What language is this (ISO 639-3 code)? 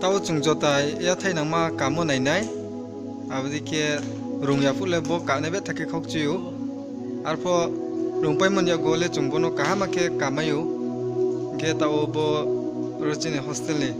ria